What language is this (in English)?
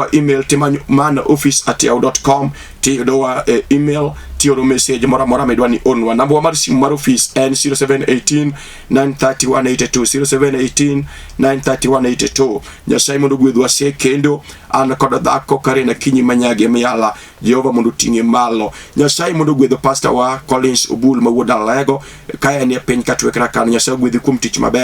Luo (Kenya and Tanzania)